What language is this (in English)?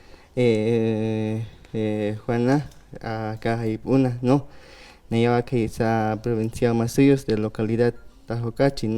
Aymara